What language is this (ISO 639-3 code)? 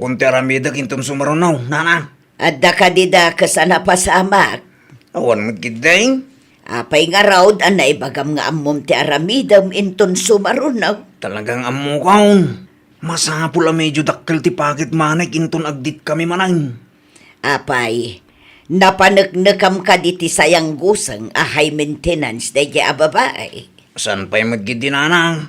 ilo